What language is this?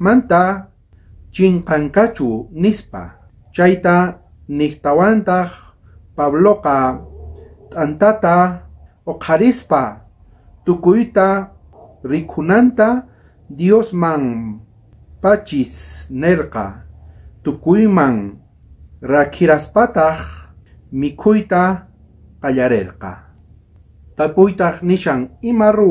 South Bolivian Quechua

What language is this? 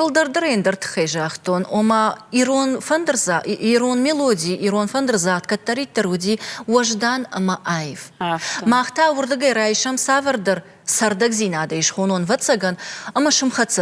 Ossetic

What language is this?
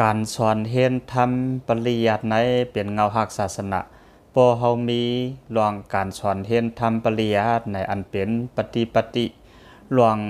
Shan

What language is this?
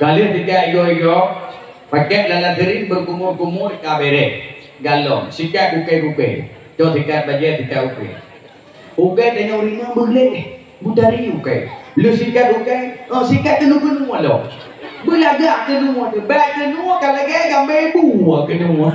Achinese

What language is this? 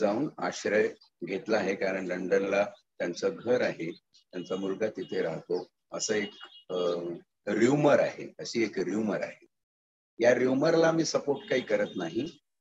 Marathi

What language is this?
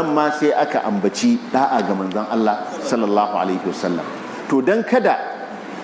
Hausa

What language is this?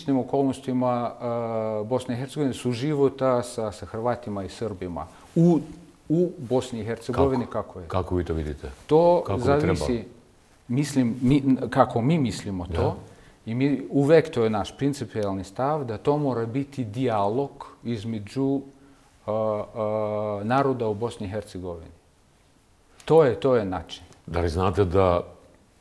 Bosnian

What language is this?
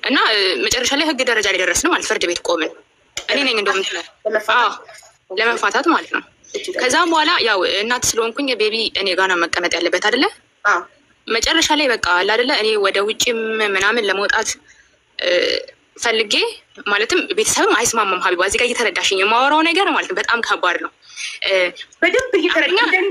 Amharic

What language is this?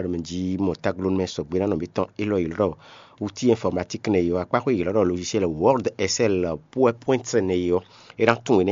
Fon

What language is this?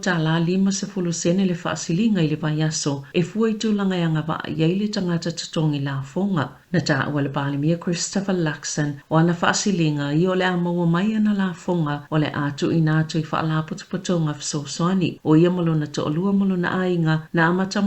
Samoan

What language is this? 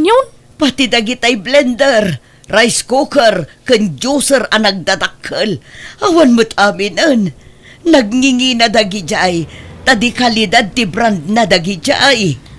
Iloko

